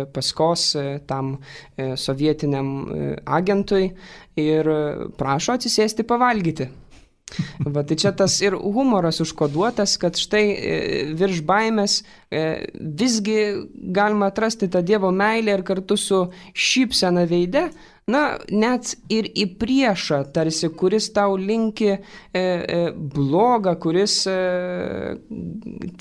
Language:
Lithuanian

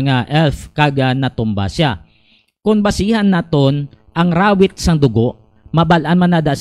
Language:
Hiligaynon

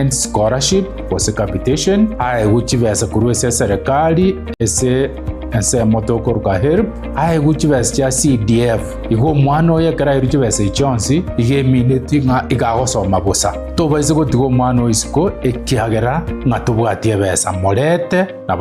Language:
Gusii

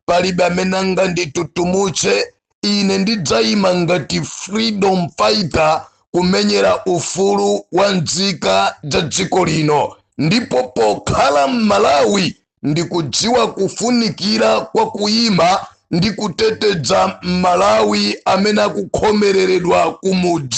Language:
Nyanja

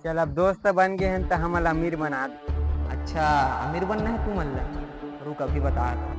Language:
Chhattisgarhi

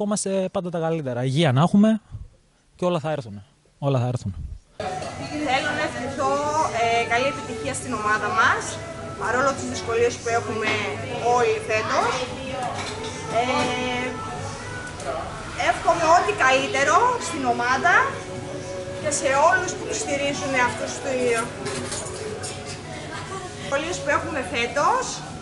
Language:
Greek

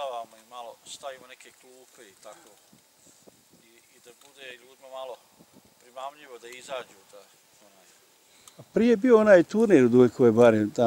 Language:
Bosnian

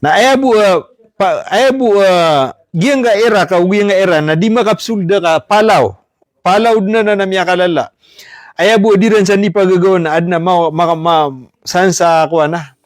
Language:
Maranao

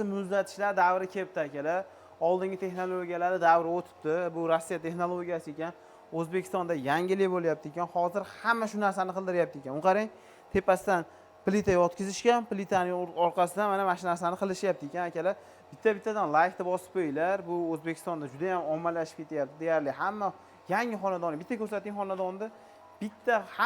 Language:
Uzbek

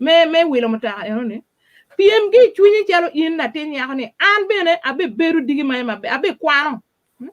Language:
Acoli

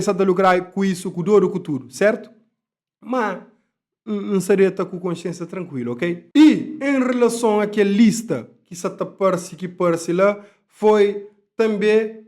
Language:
Kabuverdianu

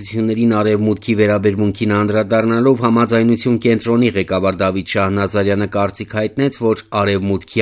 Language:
Armenian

